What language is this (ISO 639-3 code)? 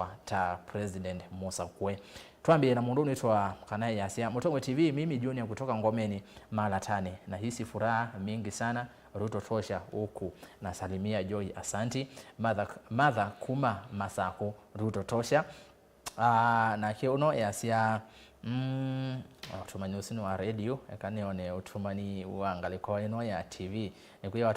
kam